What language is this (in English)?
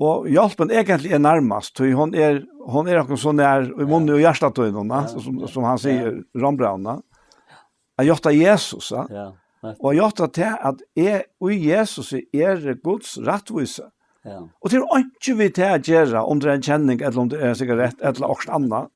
Faroese